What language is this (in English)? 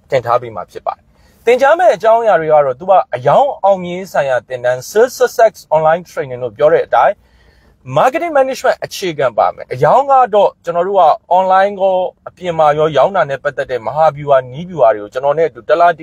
Burmese